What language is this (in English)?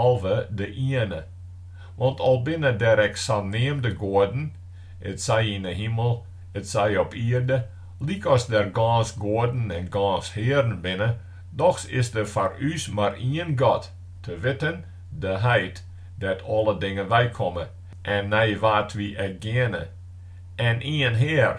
Western Frisian